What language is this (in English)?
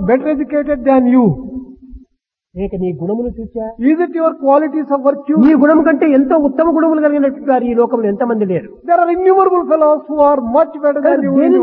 Telugu